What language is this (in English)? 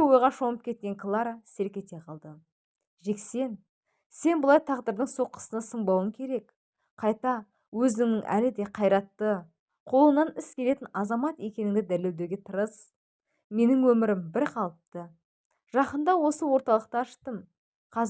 Kazakh